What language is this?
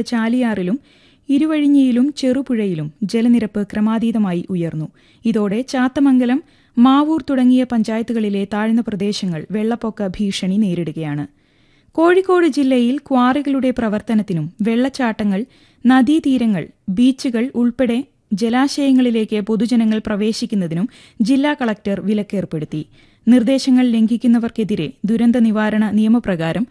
Malayalam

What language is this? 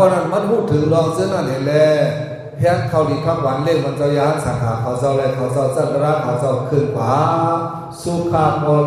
Shan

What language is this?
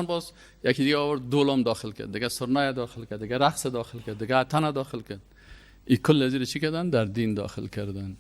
Persian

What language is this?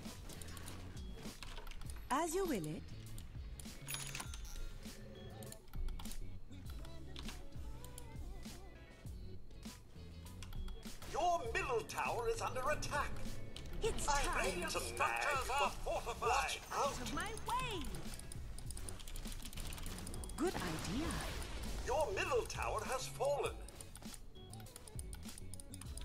English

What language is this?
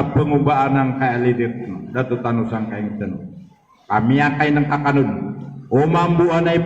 Maranao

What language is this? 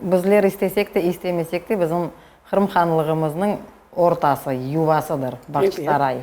Crimean Tatar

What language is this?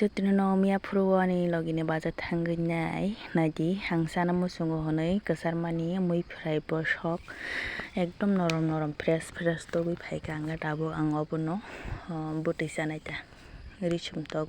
Kok Borok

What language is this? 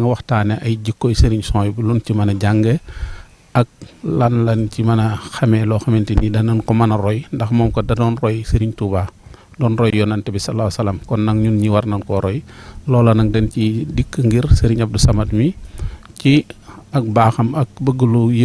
Wolof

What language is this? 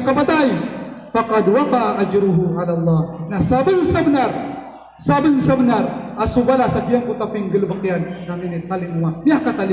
Maranao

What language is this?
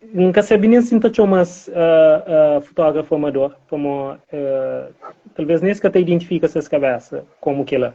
Kabuverdianu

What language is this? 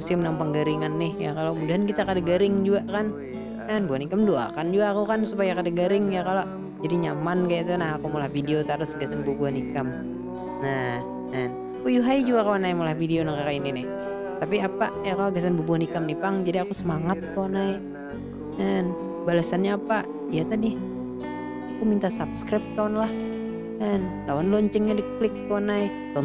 Banjar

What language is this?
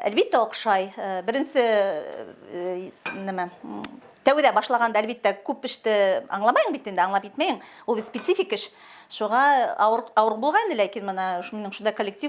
Bashkir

